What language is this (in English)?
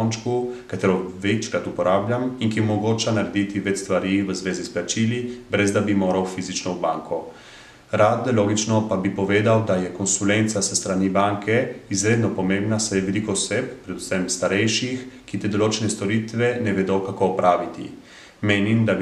Slovenian